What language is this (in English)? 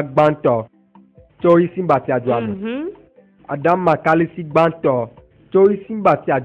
Ewe